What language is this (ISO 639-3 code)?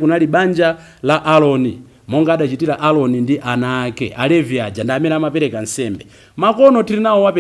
nya